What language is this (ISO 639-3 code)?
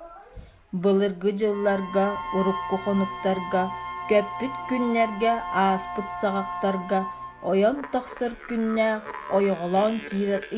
sah